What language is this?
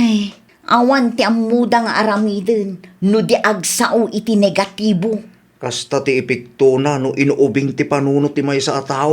Iloko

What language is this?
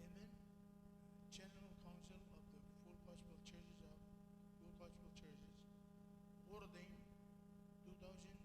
Marshallese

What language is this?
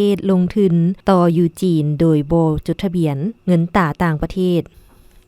Lao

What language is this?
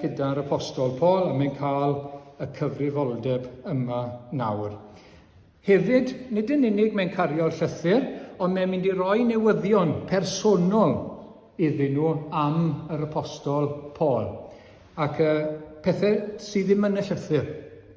Welsh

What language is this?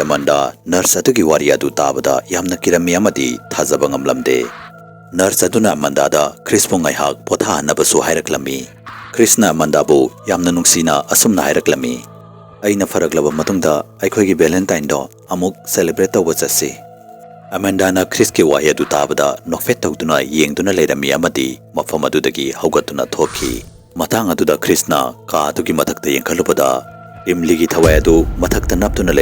Manipuri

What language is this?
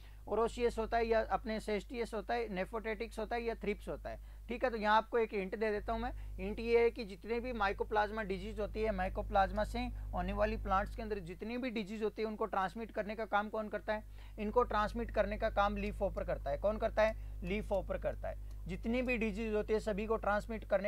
Hindi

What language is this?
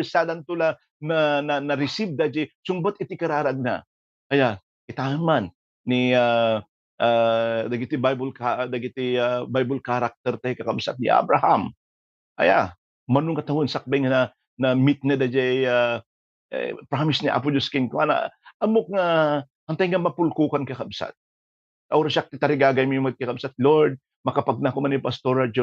Iloko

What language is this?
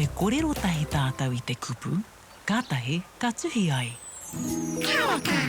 Māori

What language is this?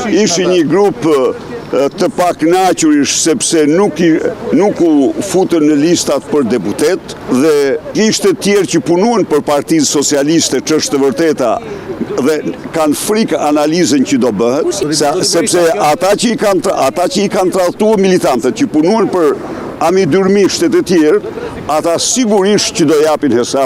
Albanian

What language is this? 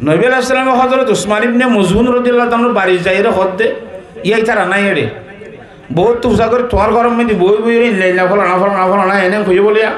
Rohingya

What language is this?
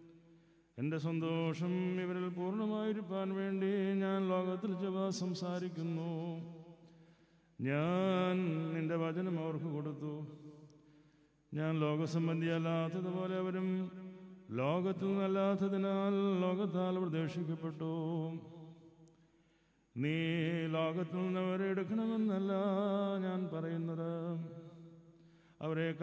Malayalam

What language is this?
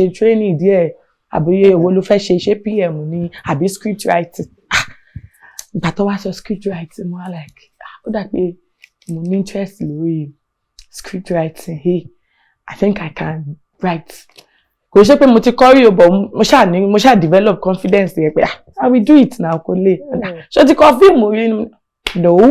Yoruba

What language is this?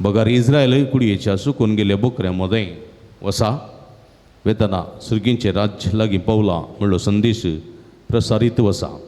Konkani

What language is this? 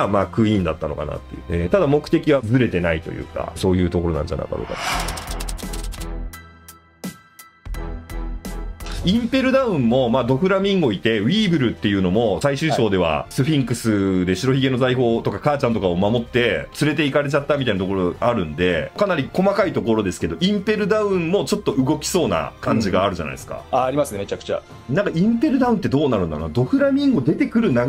Japanese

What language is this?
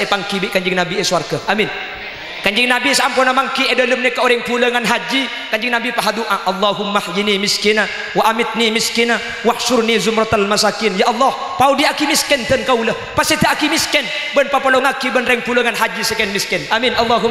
Madurese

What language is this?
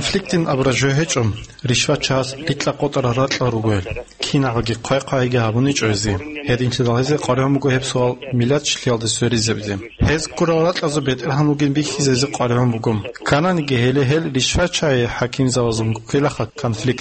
Avaric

